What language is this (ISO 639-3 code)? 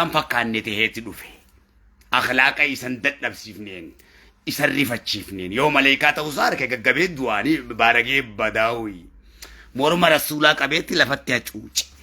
orm